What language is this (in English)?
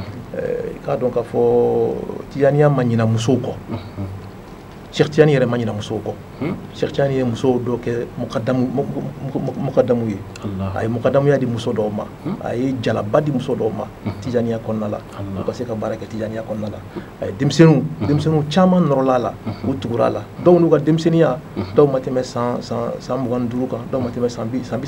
Bambara